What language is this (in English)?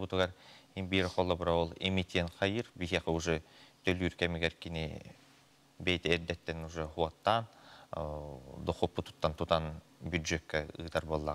Yakut